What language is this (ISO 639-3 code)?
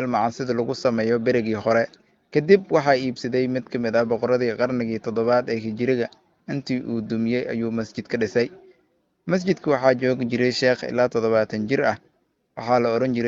som